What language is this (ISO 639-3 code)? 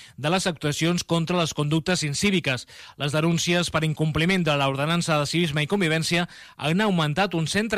cat